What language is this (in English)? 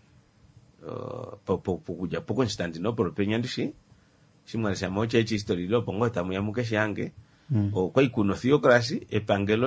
Kuanyama